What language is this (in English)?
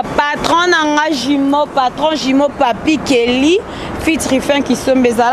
Lingala